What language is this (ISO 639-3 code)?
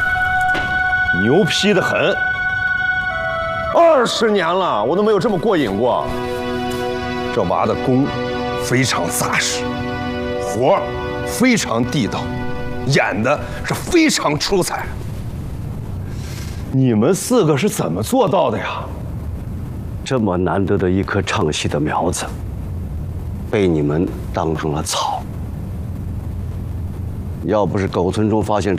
zho